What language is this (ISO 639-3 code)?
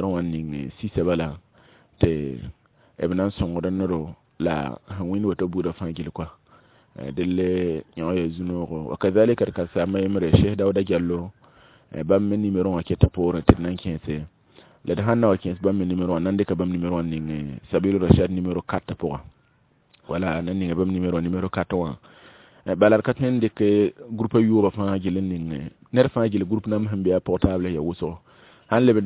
mos